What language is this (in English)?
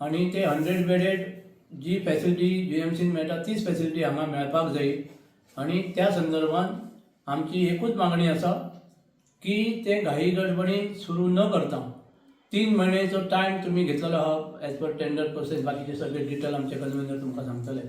Konkani